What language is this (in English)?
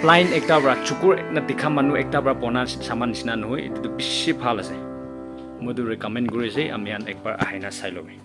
Naga Pidgin